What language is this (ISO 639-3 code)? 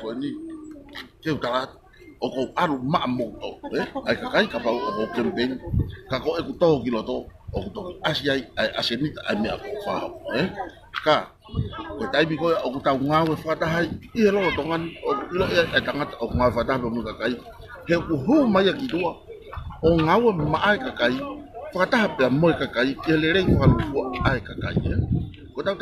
ton